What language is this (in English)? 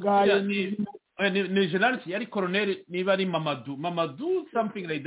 Kinyarwanda